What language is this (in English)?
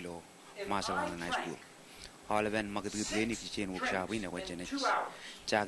Marshallese